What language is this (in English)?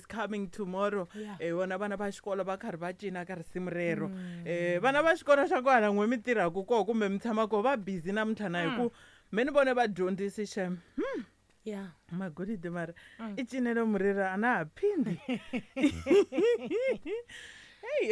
Tsonga